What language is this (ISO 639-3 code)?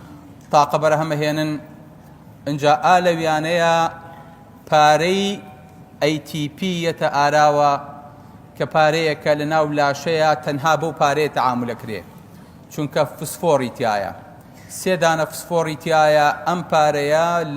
ckb